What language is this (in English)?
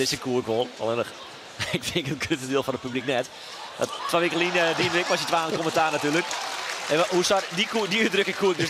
Western Frisian